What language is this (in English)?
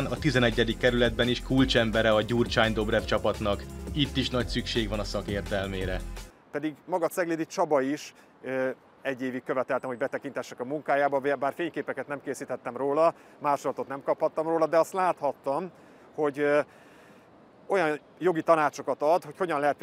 Hungarian